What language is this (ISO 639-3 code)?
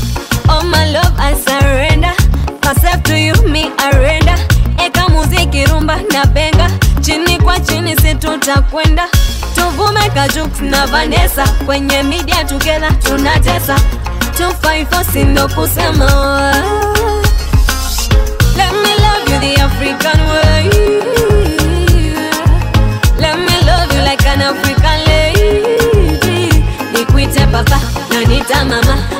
swa